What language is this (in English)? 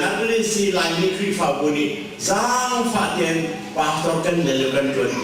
Hakha Chin